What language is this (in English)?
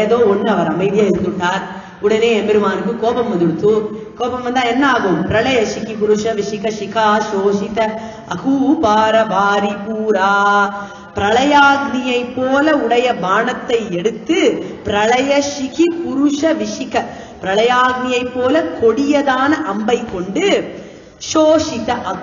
Tamil